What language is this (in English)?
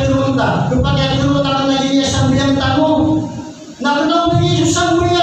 Maranao